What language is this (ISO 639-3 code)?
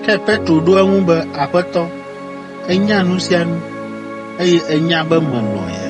ewe